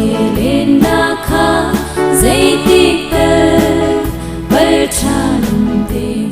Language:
Hakha Chin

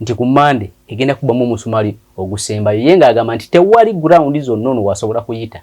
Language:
Ganda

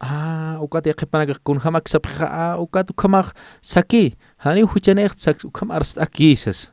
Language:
Aymara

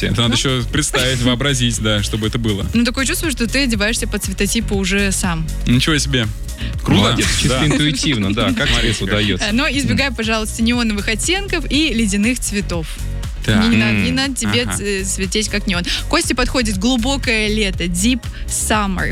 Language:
Russian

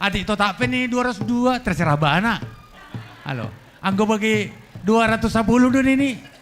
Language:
Batak Simalungun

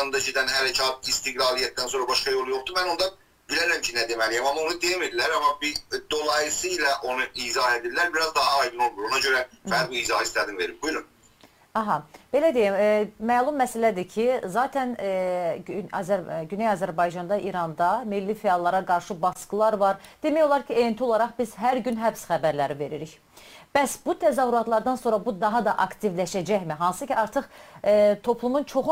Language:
South Azerbaijani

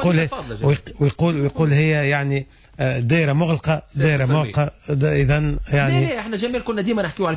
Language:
Tunisian Arabic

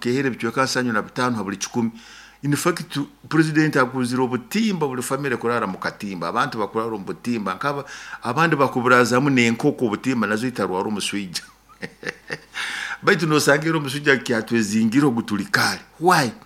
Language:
Nyoro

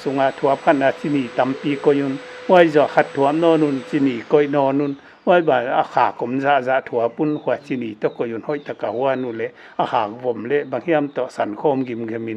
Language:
Paite Chin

